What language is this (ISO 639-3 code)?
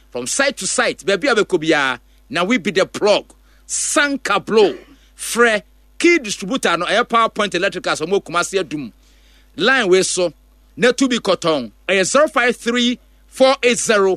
aka